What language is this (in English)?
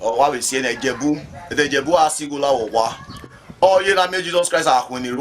Bini